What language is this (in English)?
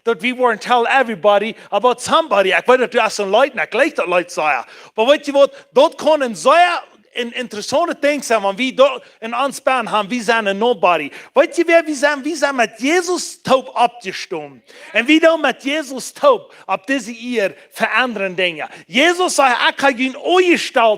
Plautdietsch